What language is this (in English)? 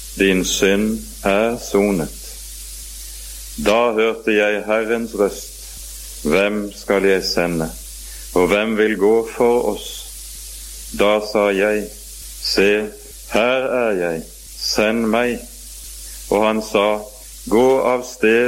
Norwegian